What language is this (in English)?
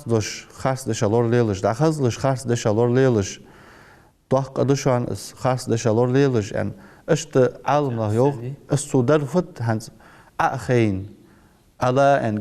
Ingush